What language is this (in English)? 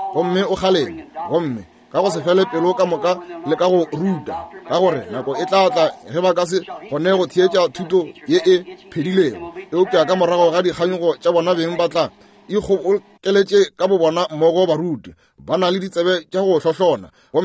Northern Sotho